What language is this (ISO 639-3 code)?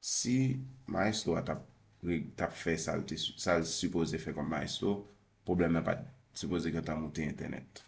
hat